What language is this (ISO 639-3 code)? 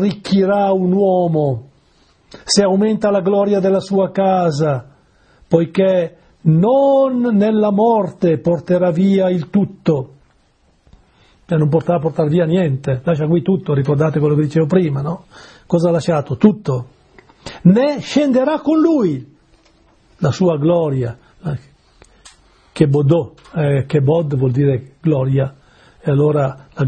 ita